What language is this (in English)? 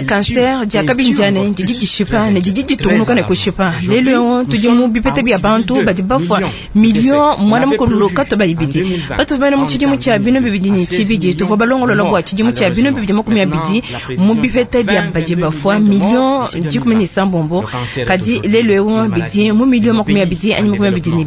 Luba-Lulua